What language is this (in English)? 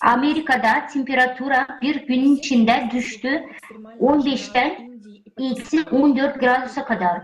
Gagauz